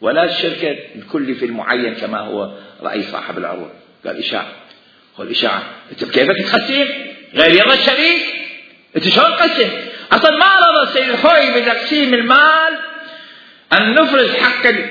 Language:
Mesopotamian Arabic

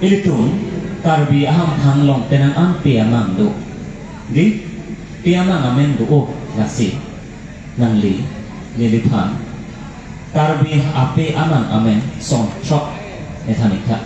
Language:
Karbi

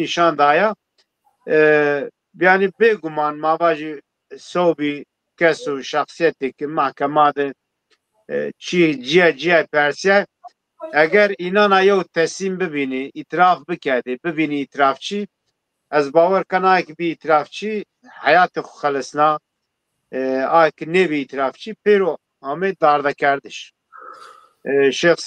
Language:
Zaza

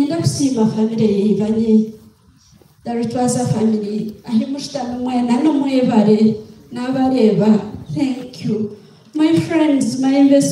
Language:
Nyankole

